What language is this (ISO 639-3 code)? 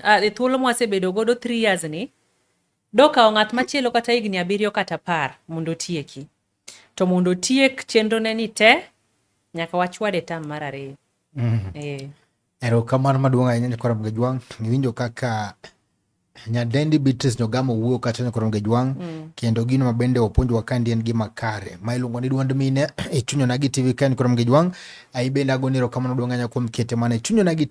luo